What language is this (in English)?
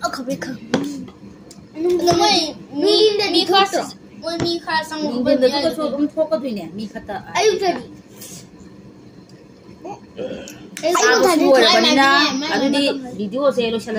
Malay